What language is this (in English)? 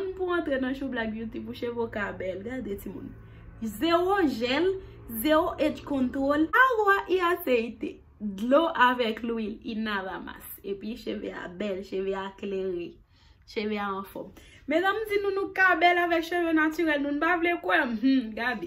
Haitian Creole